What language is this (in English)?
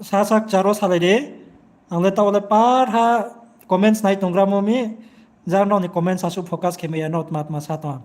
Riang (India)